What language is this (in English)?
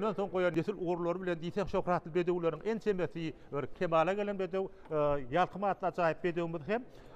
Turkmen